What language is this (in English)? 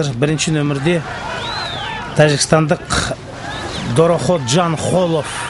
Kazakh